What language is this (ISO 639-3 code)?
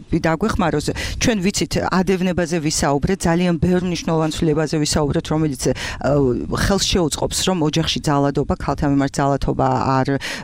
kat